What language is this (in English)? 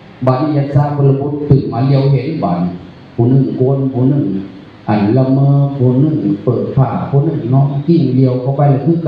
Northeastern Thai